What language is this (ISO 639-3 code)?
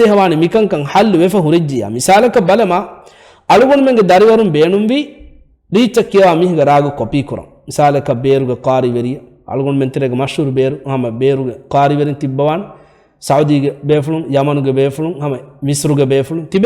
div